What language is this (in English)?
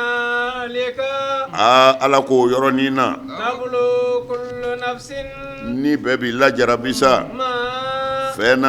Bambara